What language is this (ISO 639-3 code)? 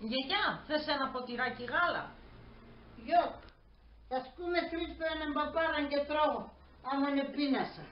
pnt